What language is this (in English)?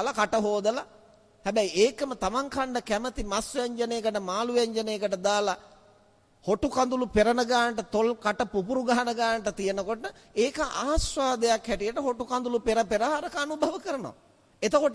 Sinhala